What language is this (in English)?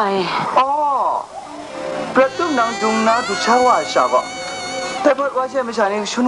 Kachin